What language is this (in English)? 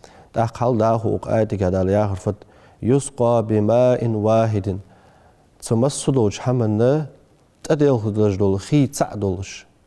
Ingush